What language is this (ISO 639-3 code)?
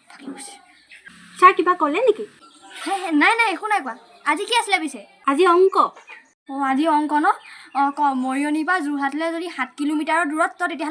asm